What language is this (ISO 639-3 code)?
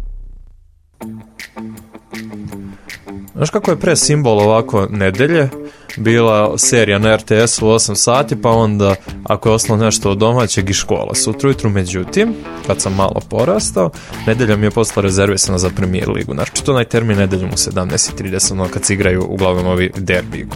srp